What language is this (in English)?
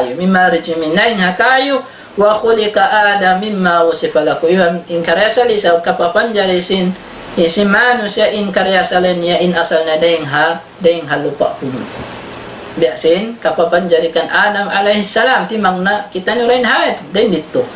Tausug